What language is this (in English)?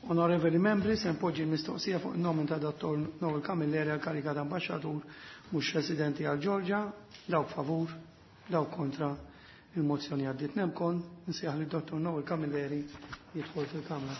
Maltese